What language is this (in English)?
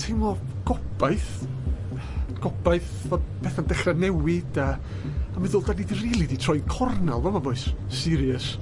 Welsh